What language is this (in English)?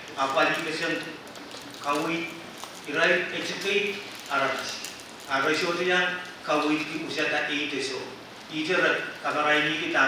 Pohnpeian